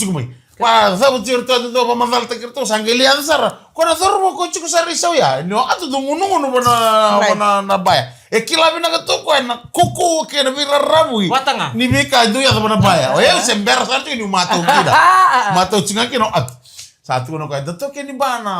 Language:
Fijian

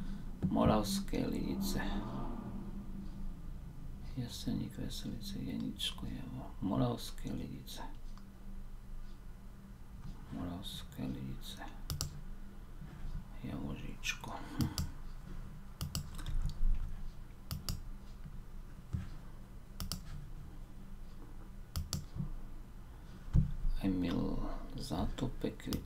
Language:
Slovak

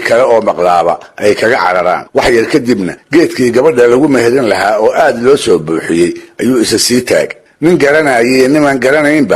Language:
Somali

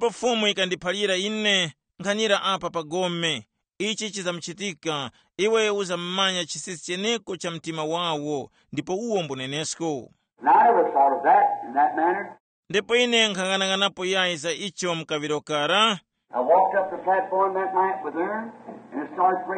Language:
Tumbuka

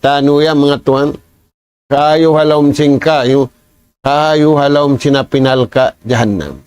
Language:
Tausug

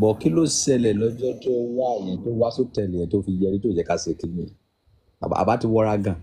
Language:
Yoruba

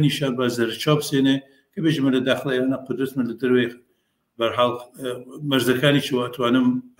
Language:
Central Kurdish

